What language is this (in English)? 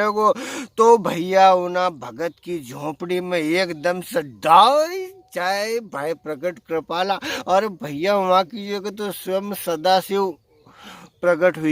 Rajasthani